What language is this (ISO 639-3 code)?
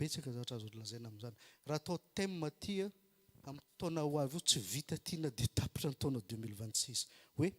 mlg